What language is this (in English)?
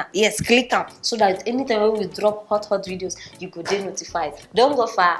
Nigerian Pidgin